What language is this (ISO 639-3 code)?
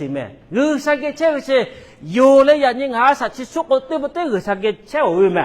lhu